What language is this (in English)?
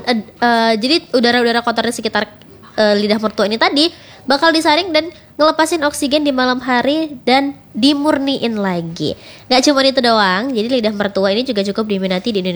Indonesian